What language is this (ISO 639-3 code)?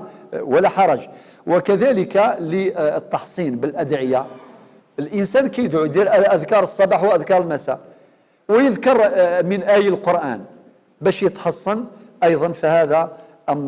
arq